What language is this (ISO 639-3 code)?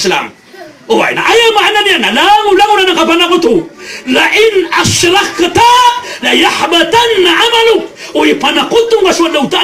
mrw